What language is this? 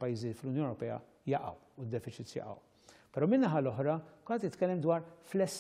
Maltese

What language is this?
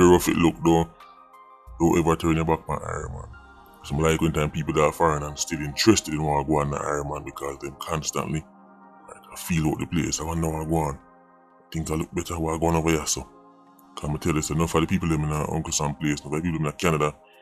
Jamaican Creole English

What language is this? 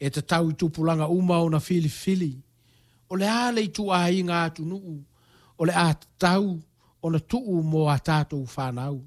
Samoan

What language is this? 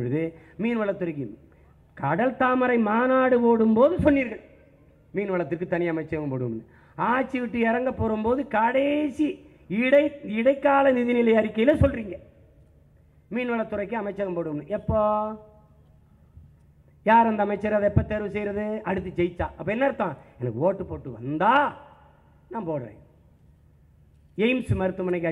Tamil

